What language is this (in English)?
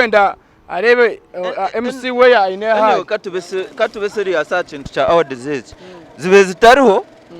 Nyankole